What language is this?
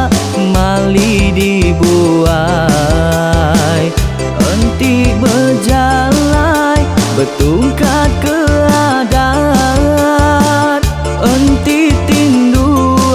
Iban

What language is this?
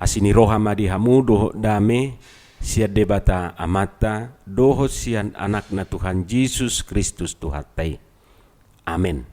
Batak Toba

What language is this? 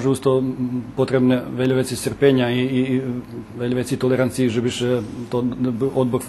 Rusyn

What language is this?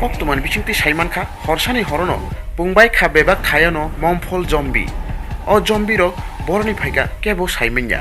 Kok Borok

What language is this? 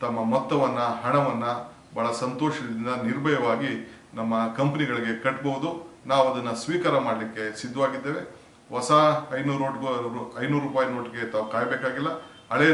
Kannada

